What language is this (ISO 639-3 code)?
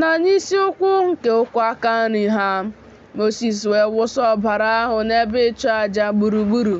ibo